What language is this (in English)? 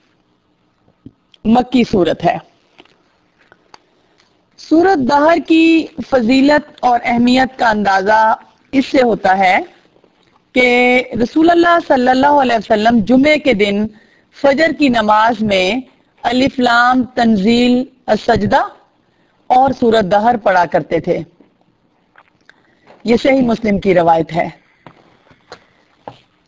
Urdu